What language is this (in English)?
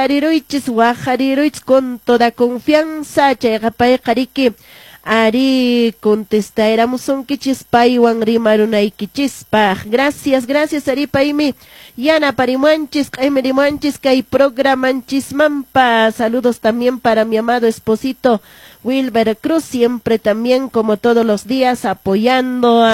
Quechua